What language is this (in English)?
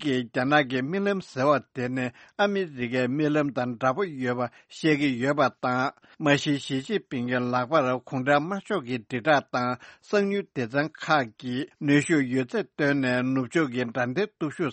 Tibetan